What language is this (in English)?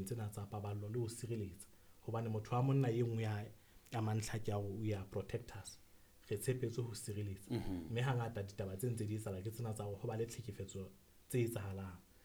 Southern Sotho